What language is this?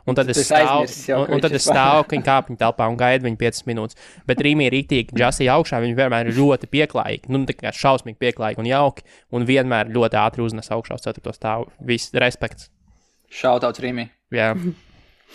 Latvian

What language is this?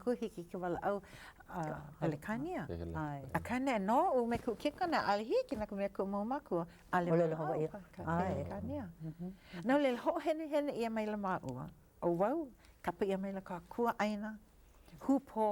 Hawaiian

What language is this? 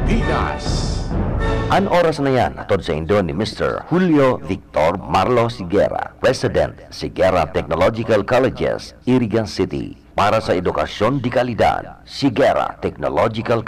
Bikol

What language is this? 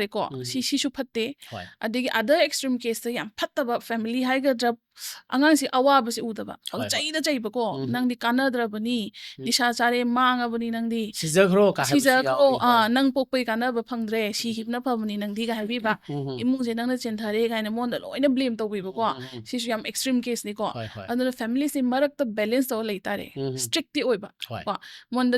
Manipuri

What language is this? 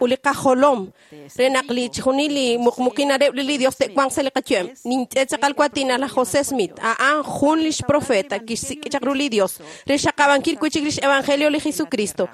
Kekchí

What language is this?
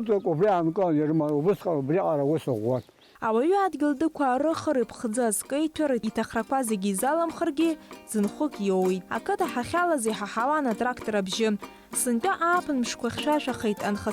Abkhazian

